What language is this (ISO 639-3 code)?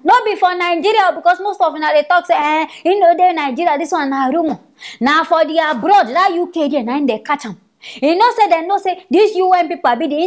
pcm